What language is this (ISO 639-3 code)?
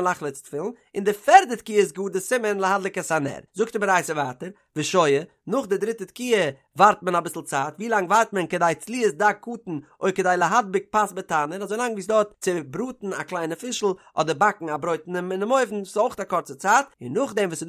yid